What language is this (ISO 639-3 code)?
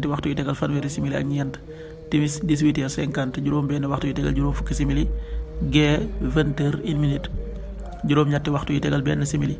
wol